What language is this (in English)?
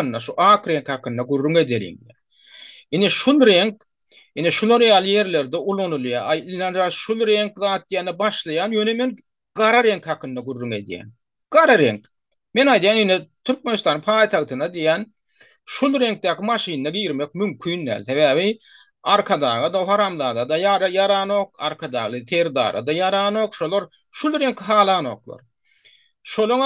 Turkmen